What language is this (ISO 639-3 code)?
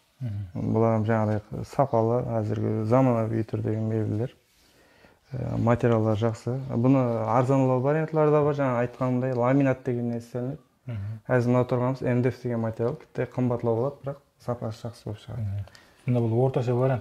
kaz